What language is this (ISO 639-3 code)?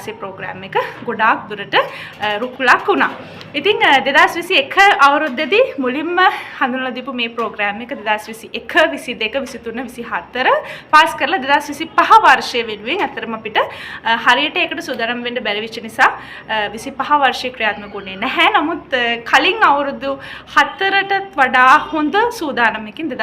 sin